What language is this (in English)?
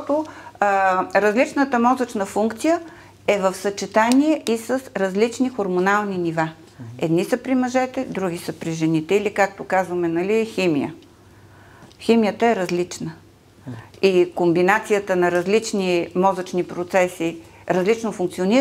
Bulgarian